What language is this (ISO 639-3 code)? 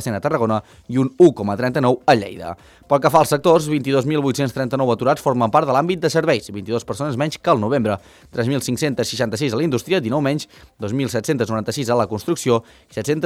cat